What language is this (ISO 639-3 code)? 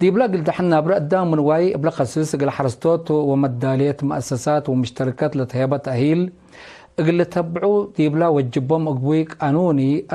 tig